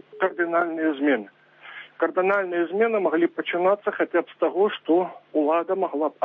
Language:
Belarusian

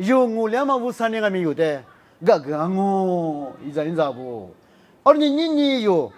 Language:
Lisu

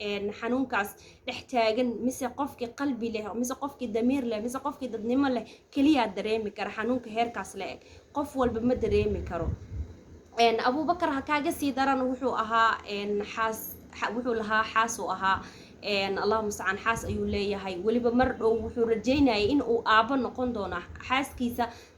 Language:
Somali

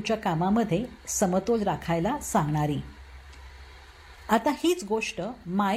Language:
Marathi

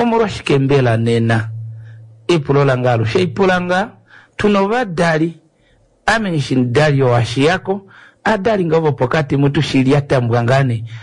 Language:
Kuanyama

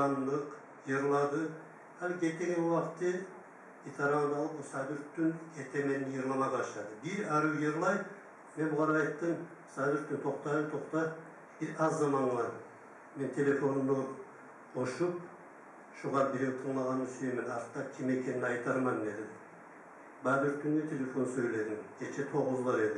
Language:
Kumyk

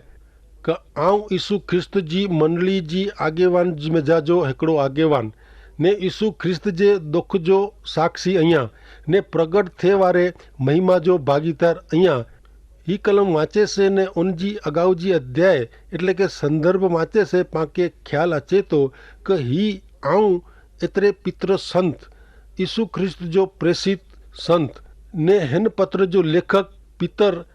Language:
Kachhi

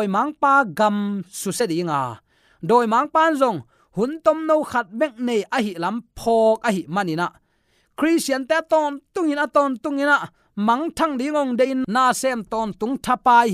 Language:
Tedim Chin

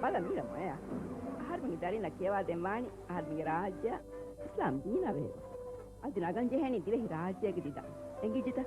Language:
Divehi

